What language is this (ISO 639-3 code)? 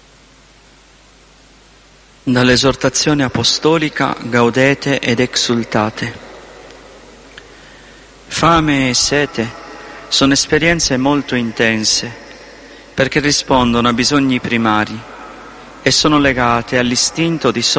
ita